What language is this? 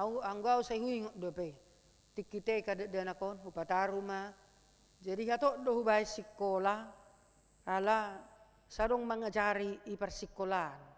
Batak Toba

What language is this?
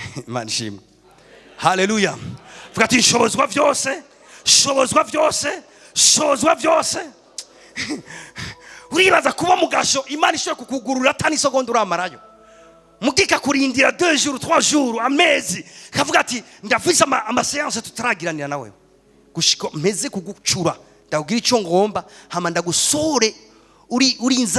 Rundi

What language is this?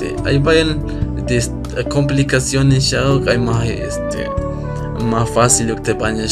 Tzeltal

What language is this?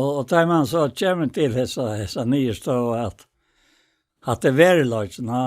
Faroese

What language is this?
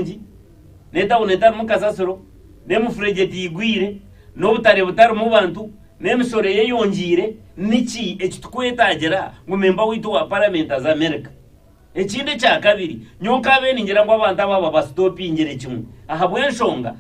Nyankole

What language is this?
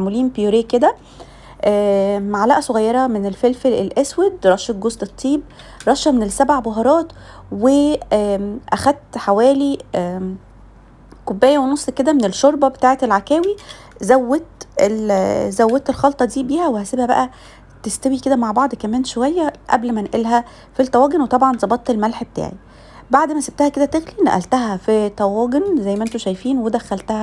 Egyptian Arabic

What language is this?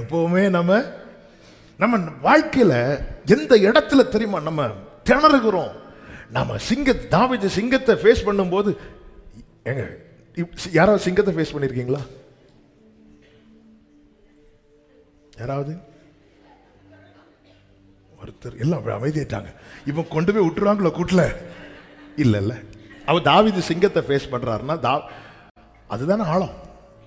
Tamil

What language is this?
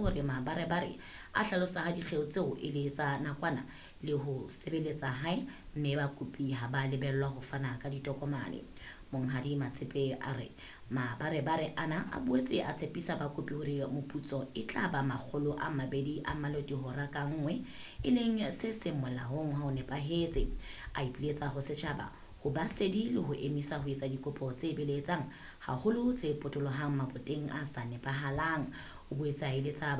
Southern Sotho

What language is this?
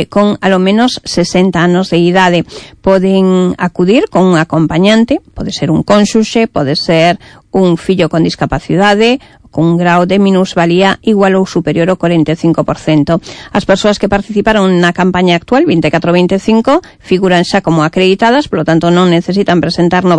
Galician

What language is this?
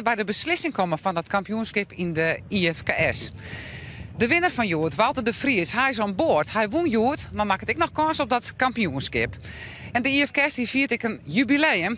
Western Frisian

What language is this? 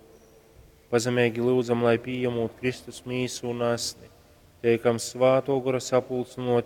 Latgalian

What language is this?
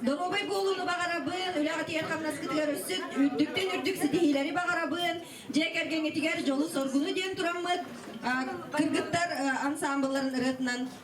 Yakut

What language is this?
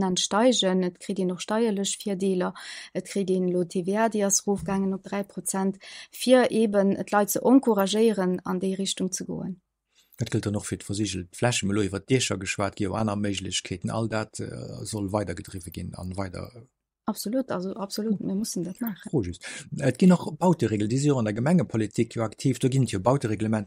Luxembourgish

